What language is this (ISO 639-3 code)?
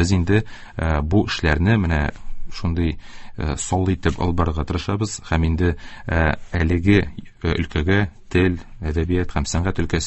tat